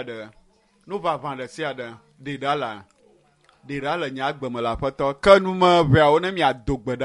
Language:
Ewe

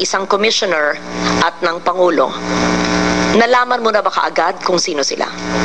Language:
Filipino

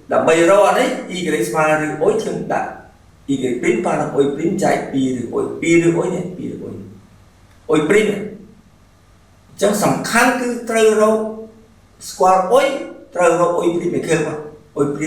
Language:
Khmer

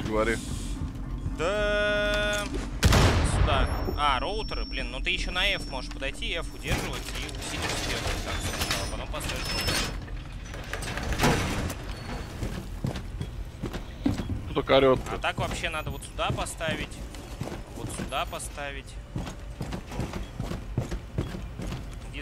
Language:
Russian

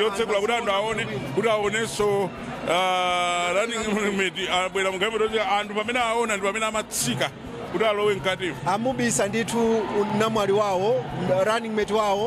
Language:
Nyanja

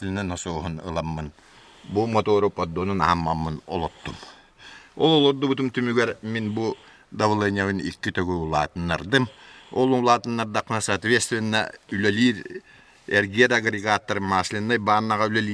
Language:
Yakut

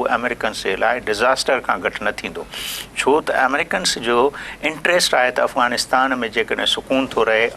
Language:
Sindhi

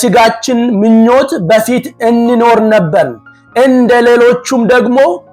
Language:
Amharic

